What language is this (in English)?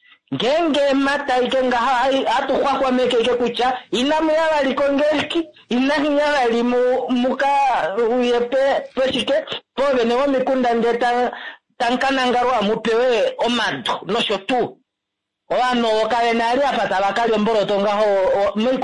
Kuanyama